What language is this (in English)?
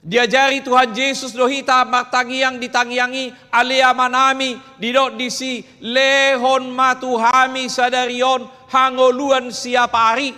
Batak Toba